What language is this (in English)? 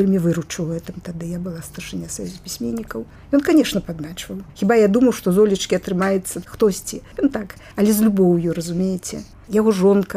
Belarusian